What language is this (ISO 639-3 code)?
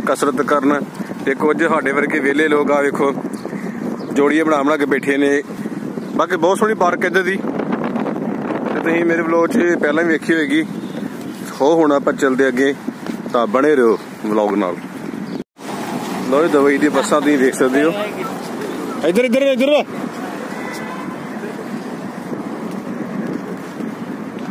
pan